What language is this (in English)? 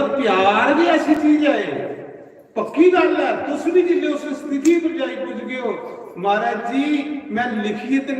Dogri